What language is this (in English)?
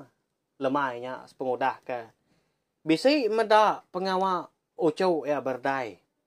Iban